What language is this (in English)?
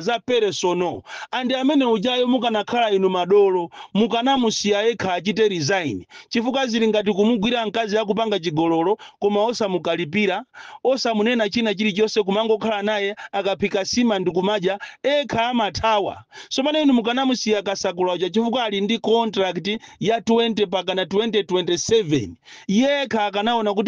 Nyanja